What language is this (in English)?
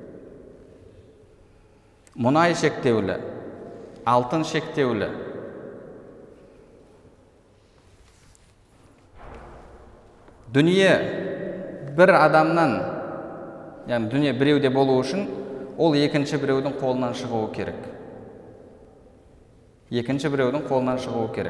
Kazakh